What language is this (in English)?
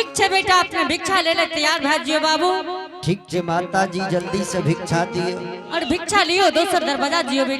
Angika